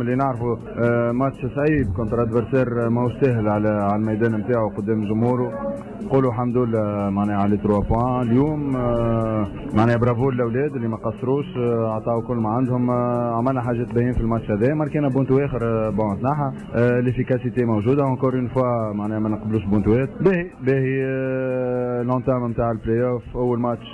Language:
Tunisian Arabic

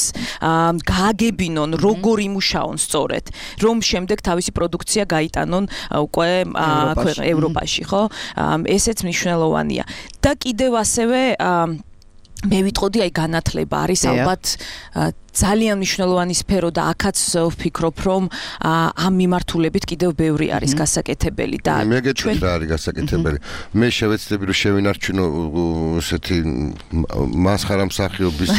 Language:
Georgian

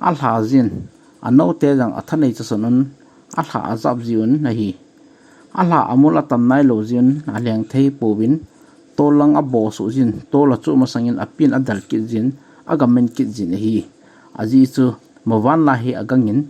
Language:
Thado Chin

